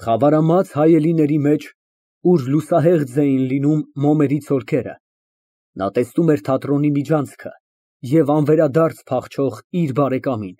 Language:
Armenian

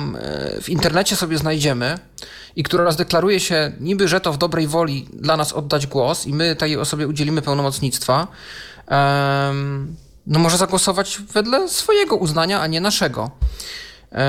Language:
Polish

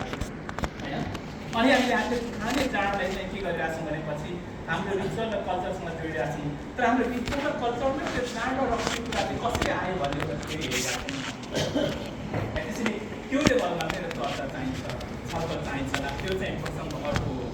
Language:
Nepali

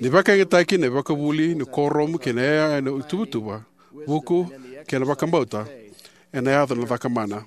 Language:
Fijian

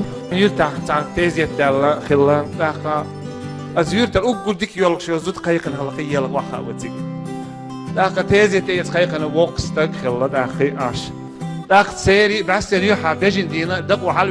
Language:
Chechen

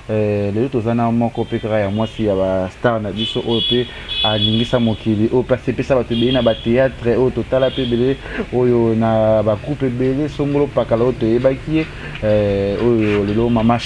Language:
Lingala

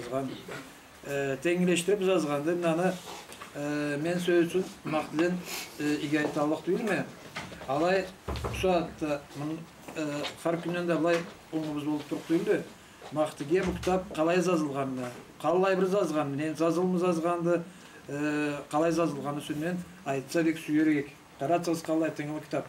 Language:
Karachay-Balkar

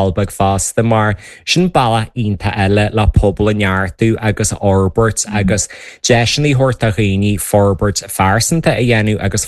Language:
Irish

